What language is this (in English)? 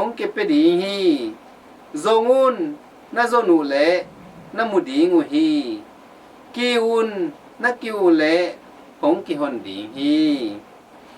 Tedim Chin